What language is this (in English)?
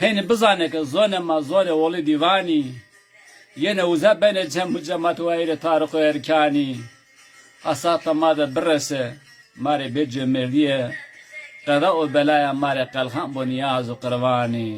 Zaza